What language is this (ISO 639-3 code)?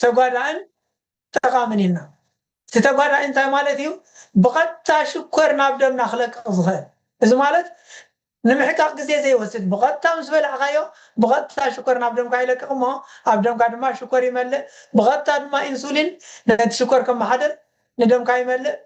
tir